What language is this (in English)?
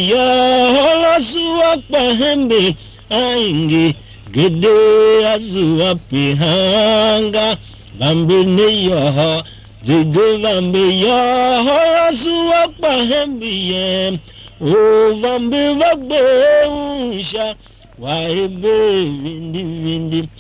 Tiv